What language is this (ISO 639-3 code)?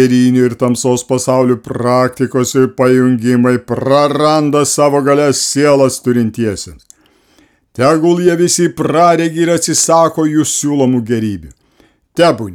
lit